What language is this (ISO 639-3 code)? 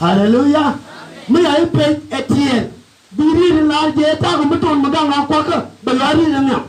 nus